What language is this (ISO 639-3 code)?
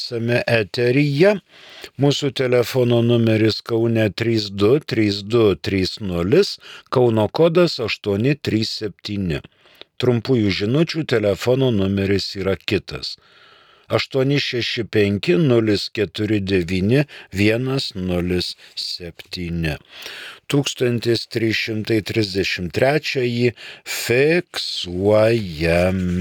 lit